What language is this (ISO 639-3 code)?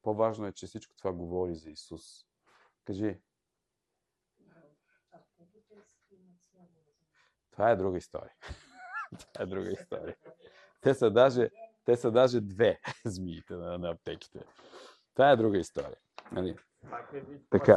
bul